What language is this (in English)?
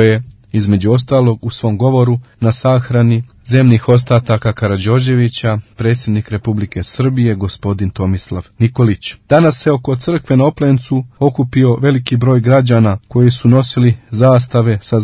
Serbian